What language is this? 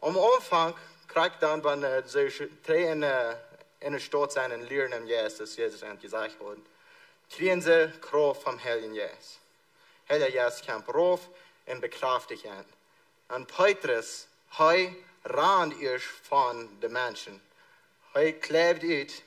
Plautdietsch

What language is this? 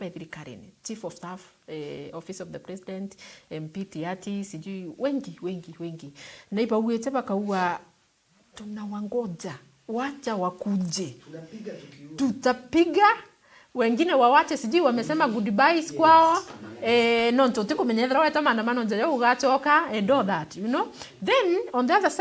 Meru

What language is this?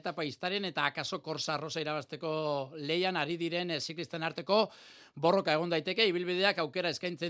Basque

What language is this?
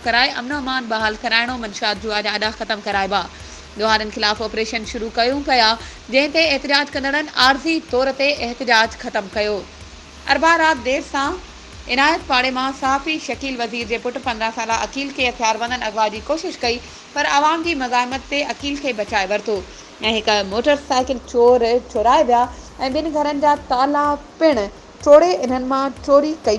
Sindhi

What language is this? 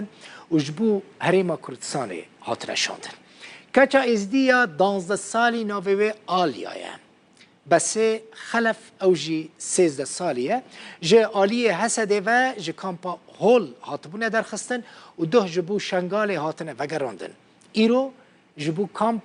Kurdish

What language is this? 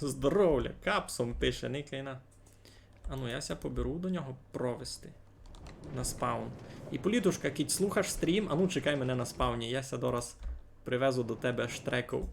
Rusyn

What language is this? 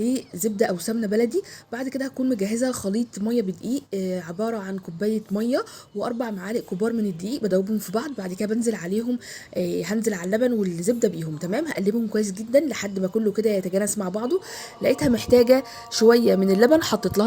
Egyptian Arabic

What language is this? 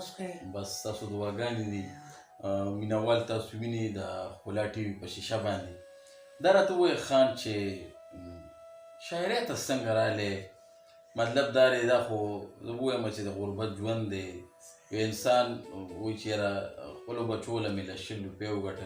Pashto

